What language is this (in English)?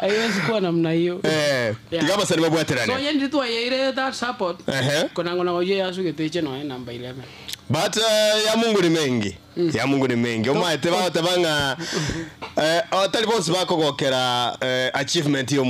Gusii